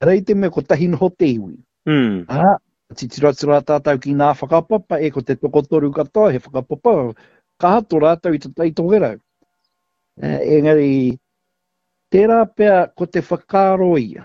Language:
Māori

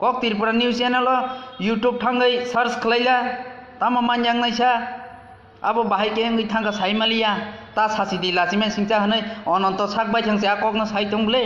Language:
Kok Borok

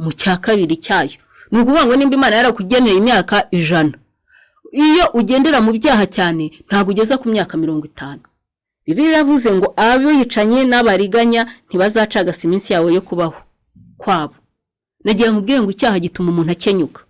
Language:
Kinyarwanda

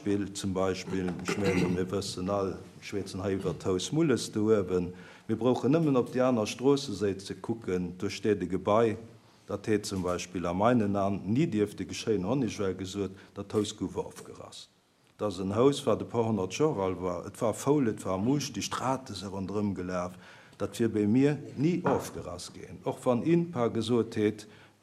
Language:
Luxembourgish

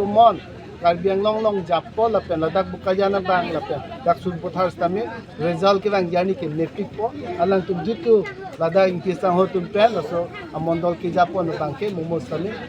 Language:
Karbi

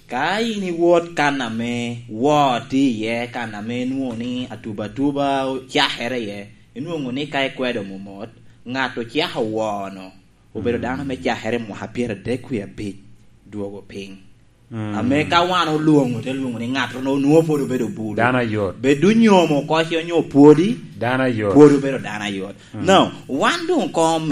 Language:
Lango (Uganda)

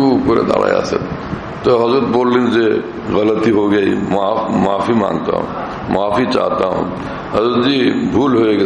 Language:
Bangla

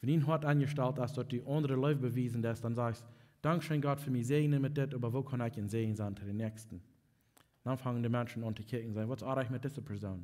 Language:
Plautdietsch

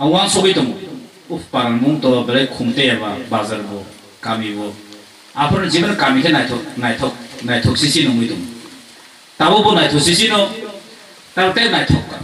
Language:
Kok Borok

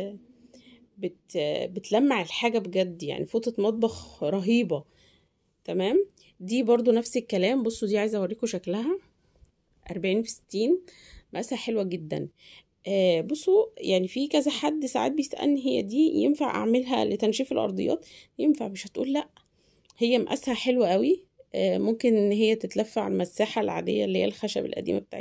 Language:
Egyptian Arabic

